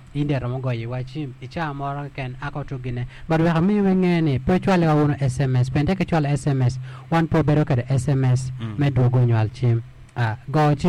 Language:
Acoli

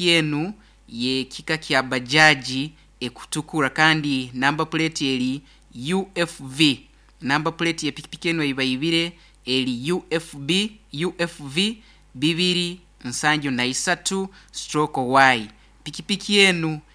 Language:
Nyoro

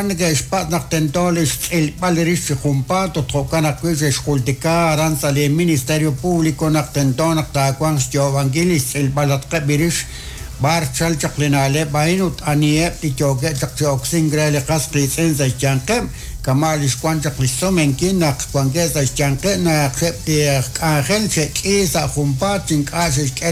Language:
Kekchí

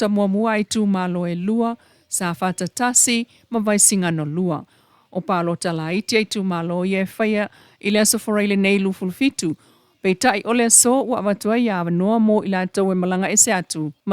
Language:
Samoan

